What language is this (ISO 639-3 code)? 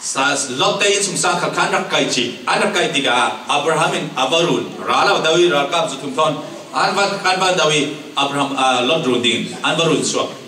cfm